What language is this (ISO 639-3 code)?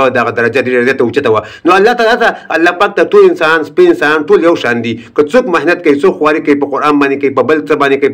pus